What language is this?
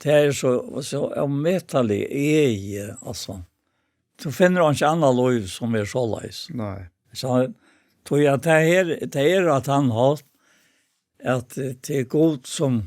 Faroese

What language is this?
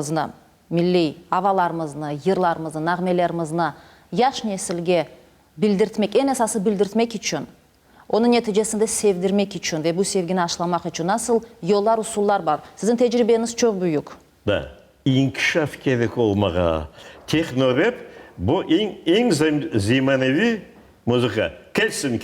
Crimean Tatar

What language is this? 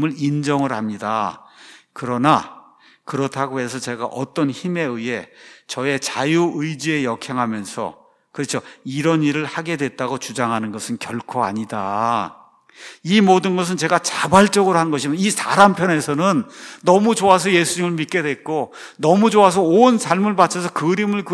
Korean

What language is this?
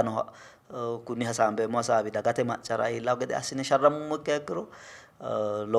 Sidamo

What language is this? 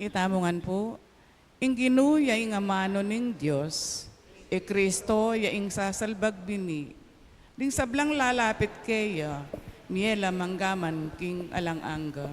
Pampanga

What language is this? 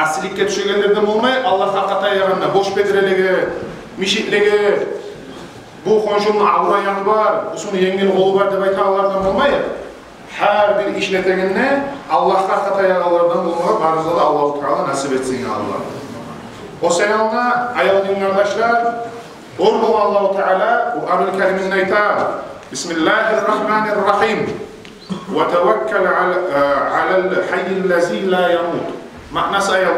Kumyk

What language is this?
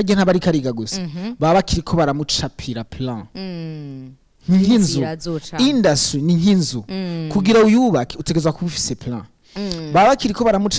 Rundi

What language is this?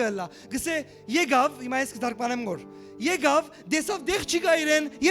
Western Armenian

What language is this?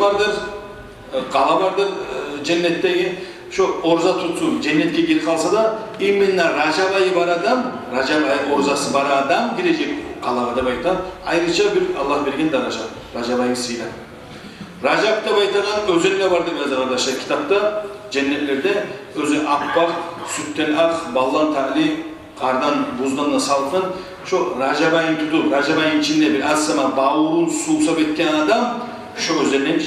Kumyk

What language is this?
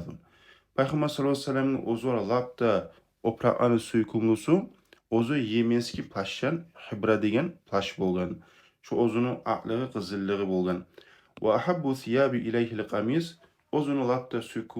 Kumyk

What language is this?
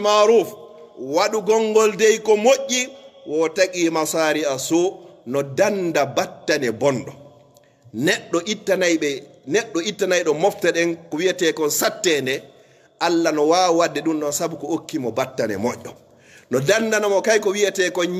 Pular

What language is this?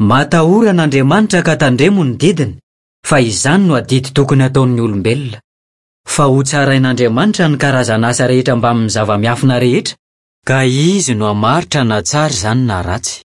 Malagasy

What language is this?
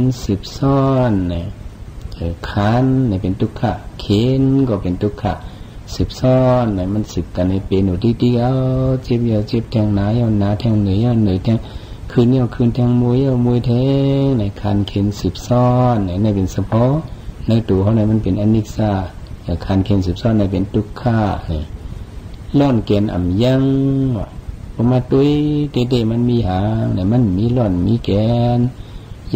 Shan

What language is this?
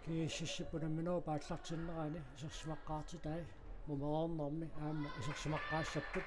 Kalaallisut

